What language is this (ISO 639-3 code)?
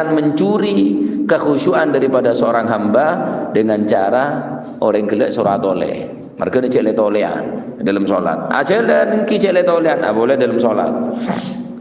mad